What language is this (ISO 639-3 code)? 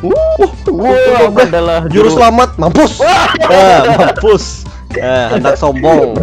bjn